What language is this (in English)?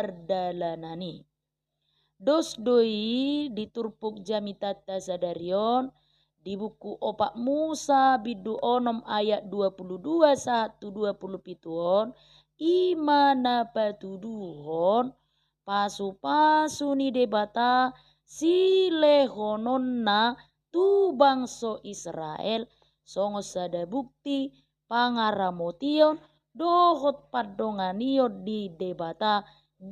Batak Toba